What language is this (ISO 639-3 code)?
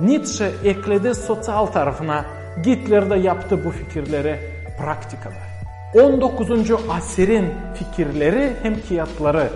gag